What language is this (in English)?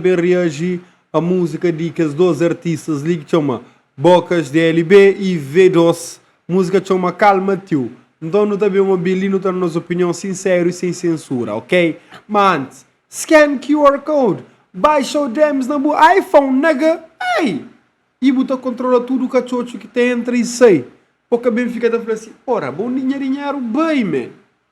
Kabuverdianu